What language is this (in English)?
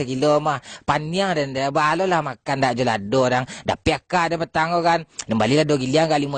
Minangkabau